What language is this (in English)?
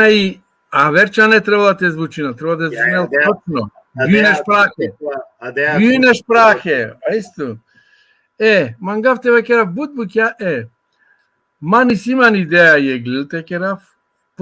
Balkan Romani